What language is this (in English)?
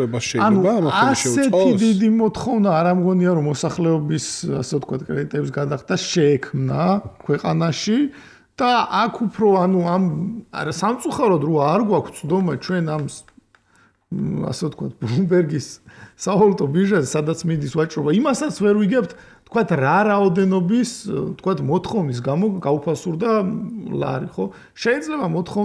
Georgian